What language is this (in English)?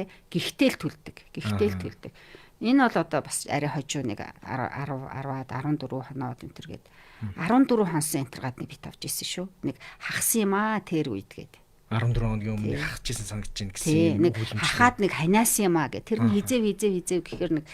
Mongolian